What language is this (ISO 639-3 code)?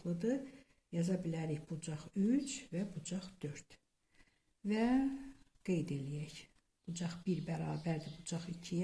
aze